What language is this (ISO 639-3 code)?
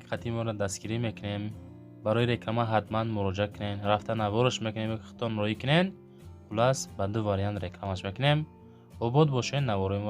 tgk